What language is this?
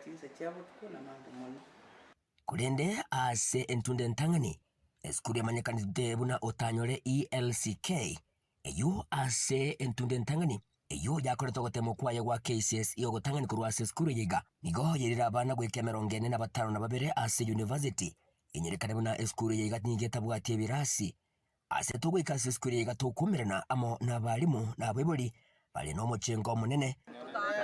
Gusii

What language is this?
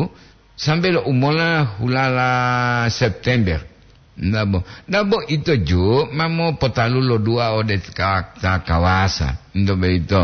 Gorontalo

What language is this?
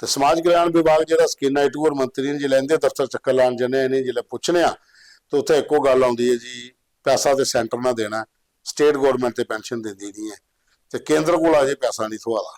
Dogri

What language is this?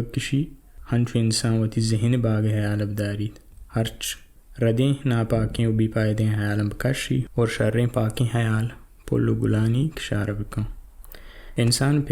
Baluchi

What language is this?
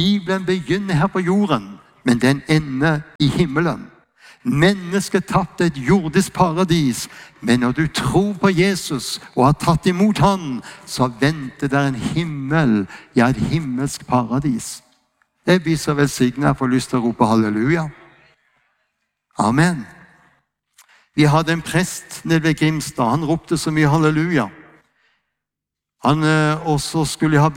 Norwegian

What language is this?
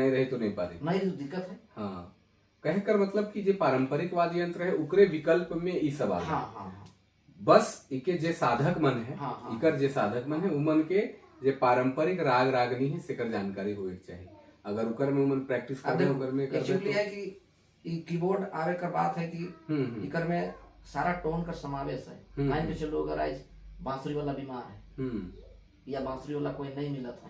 Sadri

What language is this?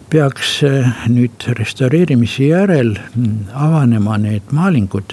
Estonian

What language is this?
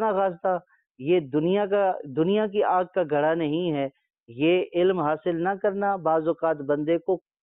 Urdu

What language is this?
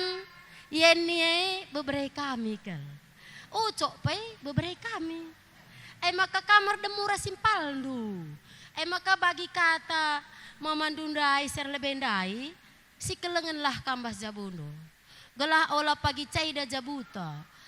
Batak Karo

